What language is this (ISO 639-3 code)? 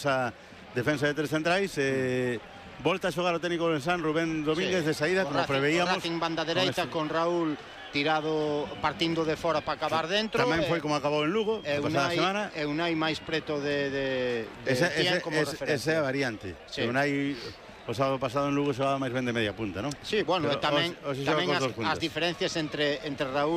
glg